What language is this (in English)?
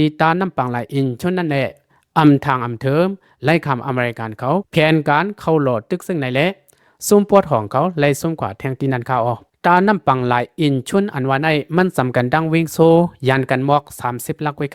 Lao